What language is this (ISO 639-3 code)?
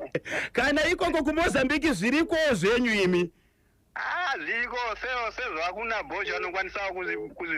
sna